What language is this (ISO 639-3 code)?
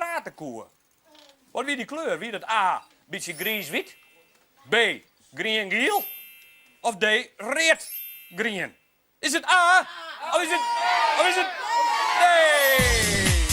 fry